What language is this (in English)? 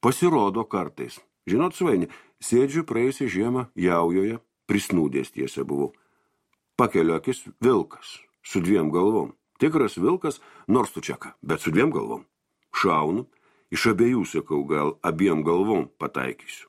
Lithuanian